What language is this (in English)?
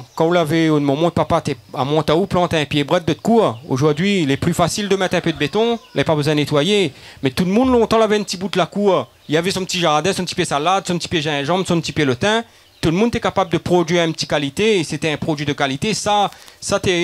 Réunion Creole French